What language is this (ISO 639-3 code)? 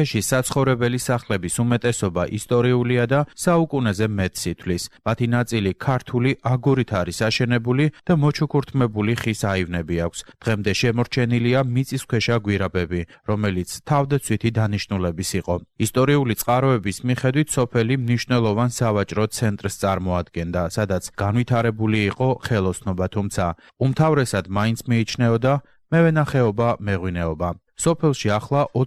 kat